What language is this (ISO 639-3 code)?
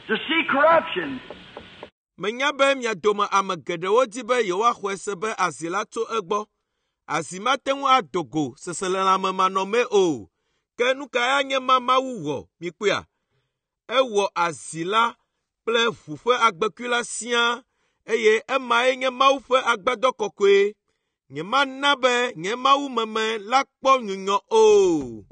ewe